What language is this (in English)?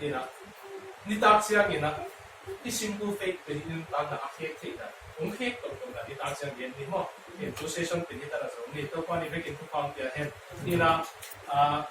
Tedim Chin